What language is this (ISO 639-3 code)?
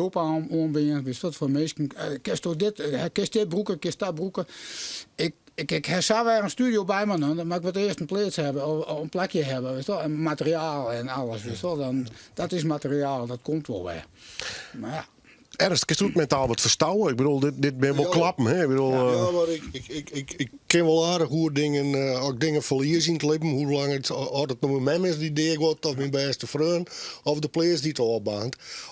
fry